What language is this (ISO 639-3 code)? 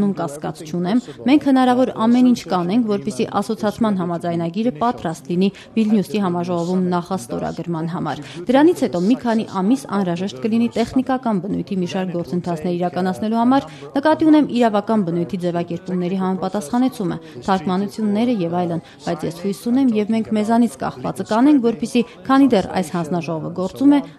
hye